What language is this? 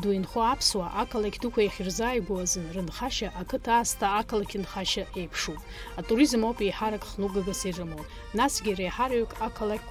Abkhazian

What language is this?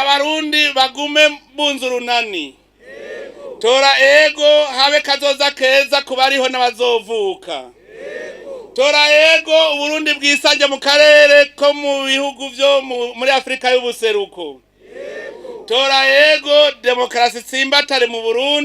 Rundi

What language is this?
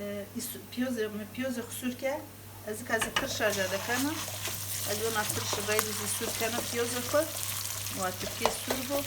Zaza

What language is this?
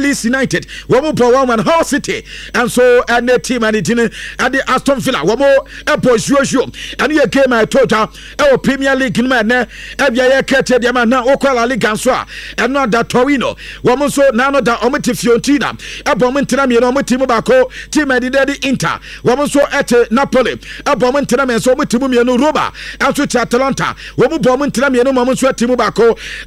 Akan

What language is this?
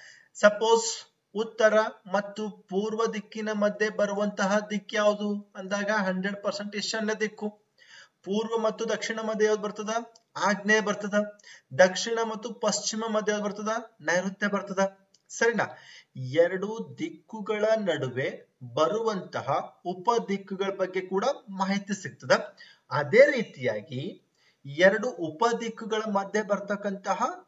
Kannada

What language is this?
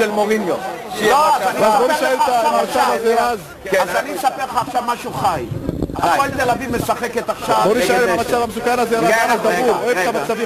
Hebrew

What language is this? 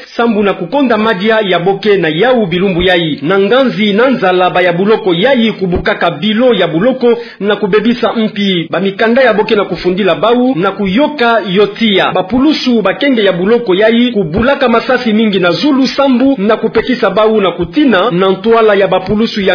Kituba (Democratic Republic of Congo)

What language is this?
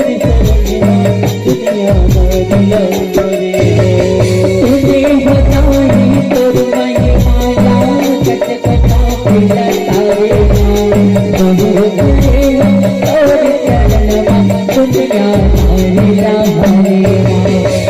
Chhattisgarhi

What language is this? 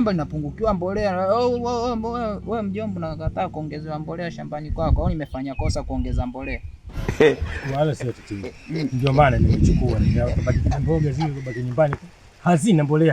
Swahili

